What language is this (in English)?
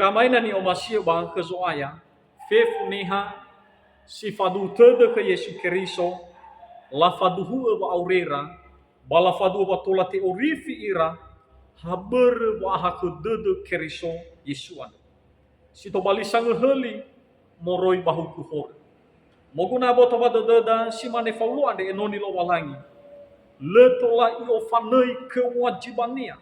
Nias